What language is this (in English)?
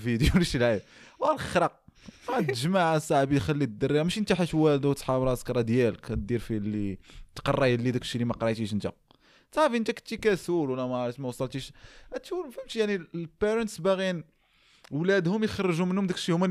Moroccan Arabic